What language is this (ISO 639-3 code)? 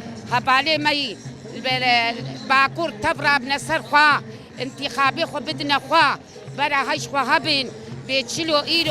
kur